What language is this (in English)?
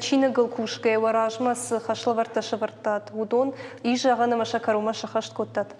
Ossetic